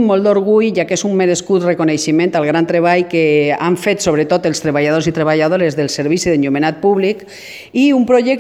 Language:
Catalan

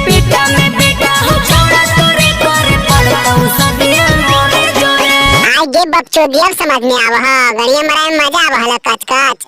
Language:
Magahi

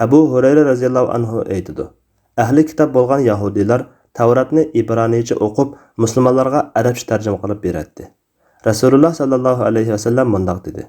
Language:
Uyghur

